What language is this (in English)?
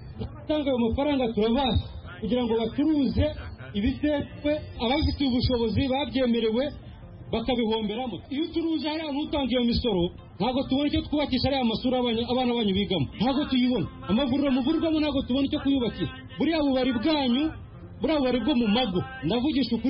Kinyarwanda